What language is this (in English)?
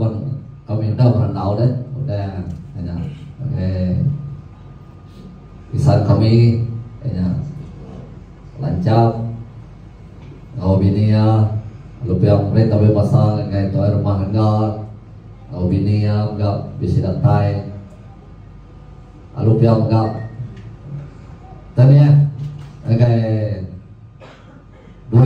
Iban